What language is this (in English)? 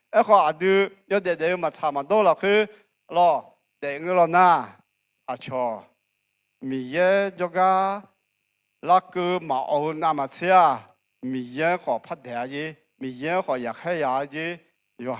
Akha